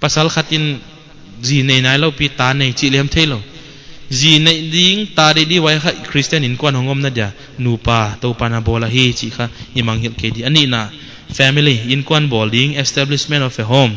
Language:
Paite Chin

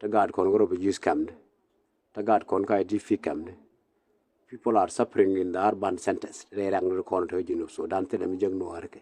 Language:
Nuer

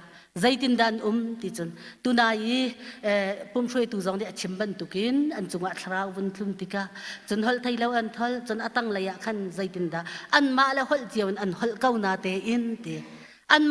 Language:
Hakha Chin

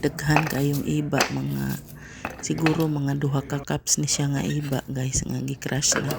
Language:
Cebuano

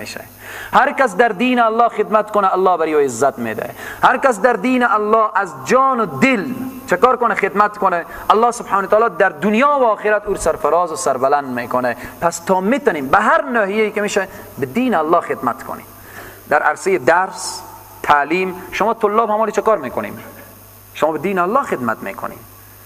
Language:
Persian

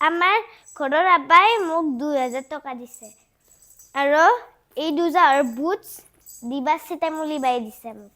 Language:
Assamese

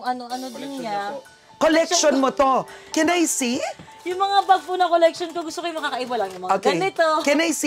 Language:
Filipino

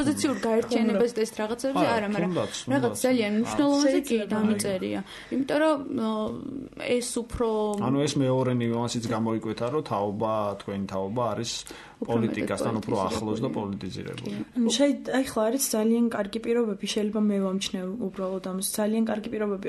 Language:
Georgian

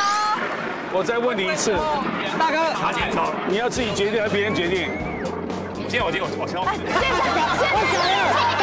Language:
Chinese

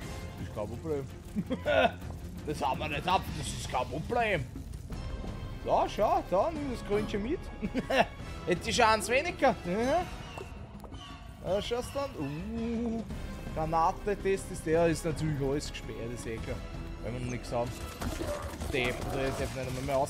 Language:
German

